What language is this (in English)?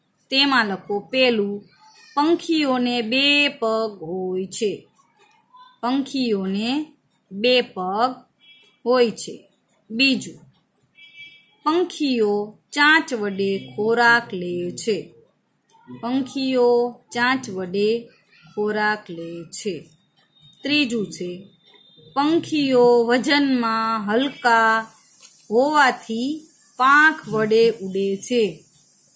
Gujarati